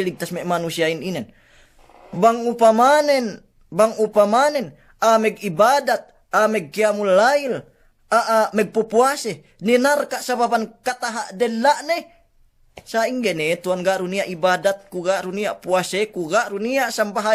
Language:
Yakan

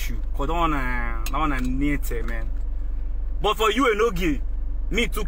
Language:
Nigerian Pidgin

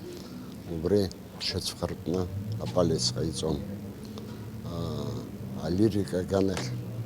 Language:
Abkhazian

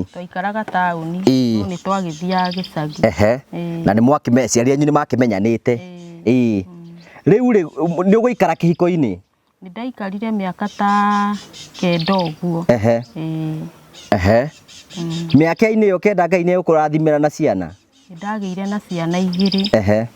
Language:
Kikuyu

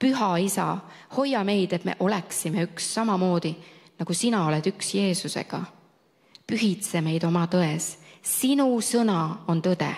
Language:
Estonian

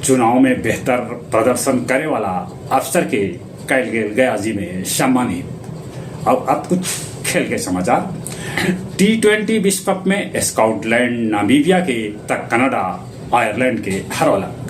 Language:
Magahi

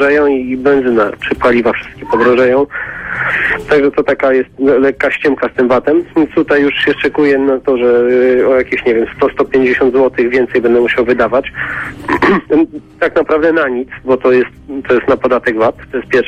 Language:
Polish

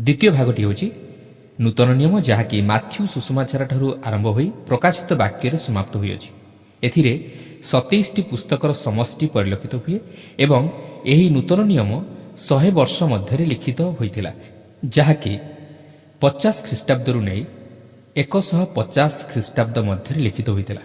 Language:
Odia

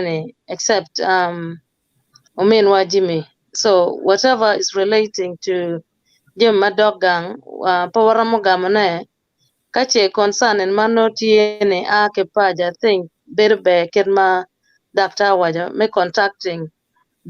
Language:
Acoli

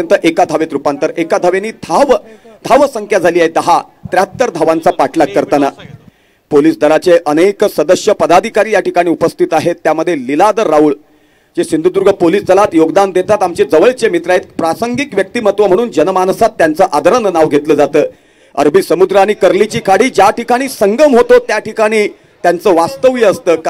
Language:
Marathi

